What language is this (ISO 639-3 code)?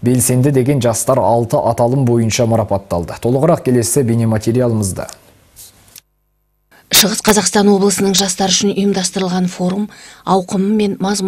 kaz